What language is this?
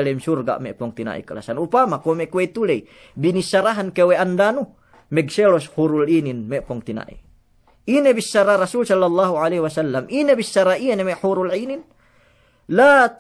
Yakan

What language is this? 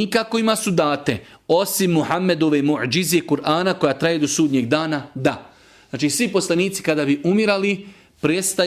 Serbian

